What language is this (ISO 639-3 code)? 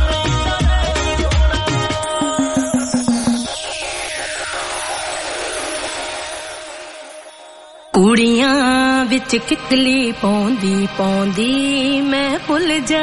pan